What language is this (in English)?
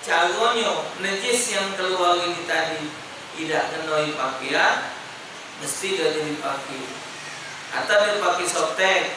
Musi